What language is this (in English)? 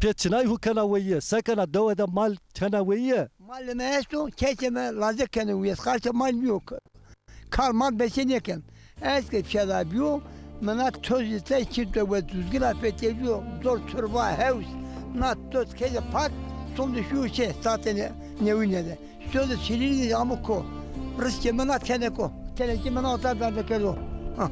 Zaza